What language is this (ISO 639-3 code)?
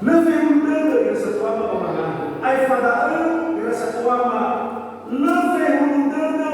nia